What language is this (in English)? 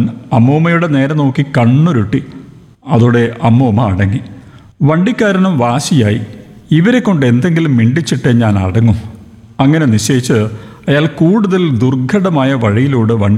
Malayalam